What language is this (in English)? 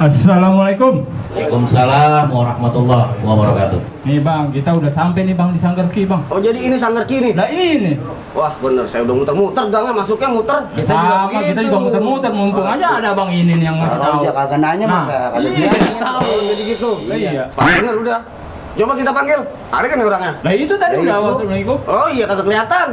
Betawi